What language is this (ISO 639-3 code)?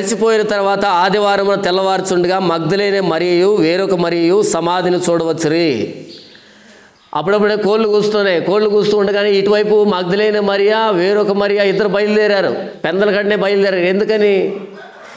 tel